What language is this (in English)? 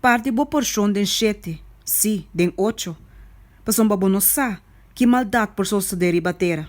Papiamento